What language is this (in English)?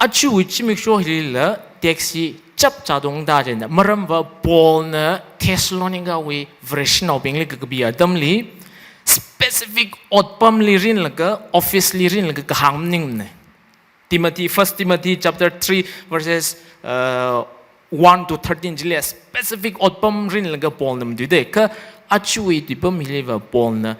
Tangkhul Naga (India)